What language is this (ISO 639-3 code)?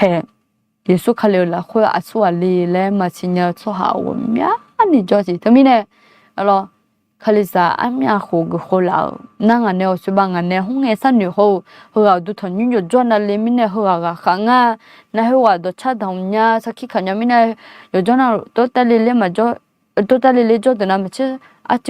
ahk